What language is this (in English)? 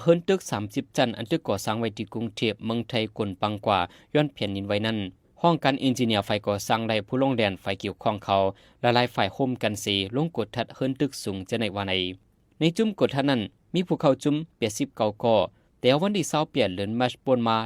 Shan